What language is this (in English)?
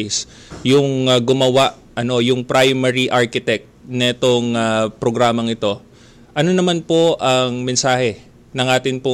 Filipino